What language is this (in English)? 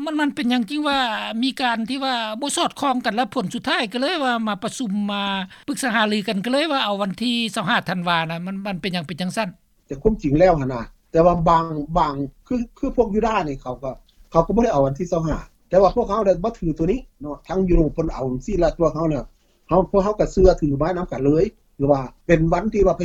Lao